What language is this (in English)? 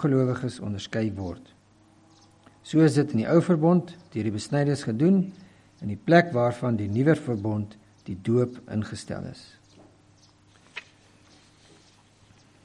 Afrikaans